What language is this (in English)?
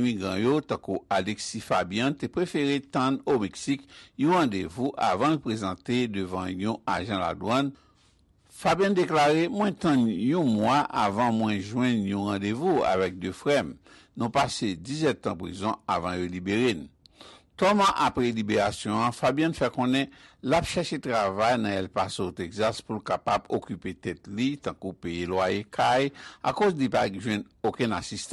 Haitian Creole